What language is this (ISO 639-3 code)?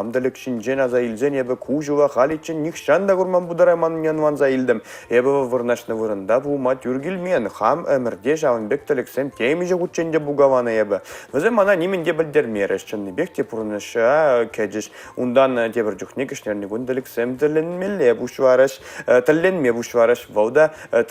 chv